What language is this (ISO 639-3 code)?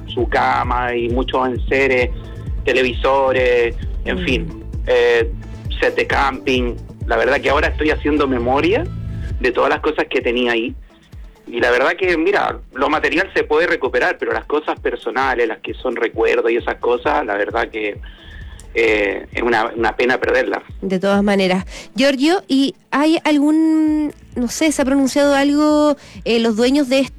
spa